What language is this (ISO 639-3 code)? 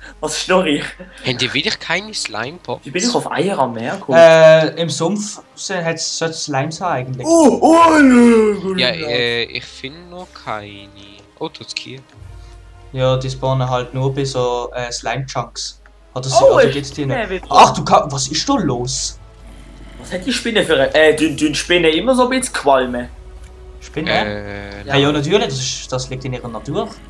gsw